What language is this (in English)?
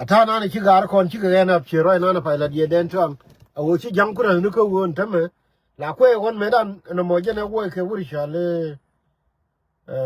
Nuer